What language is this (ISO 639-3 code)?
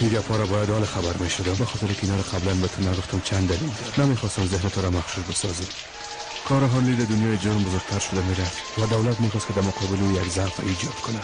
fas